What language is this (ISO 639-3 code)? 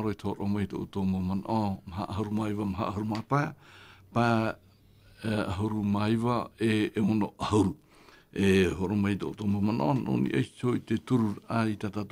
tah